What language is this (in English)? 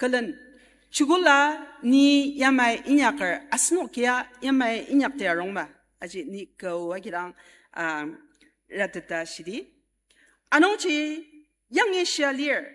Ao Naga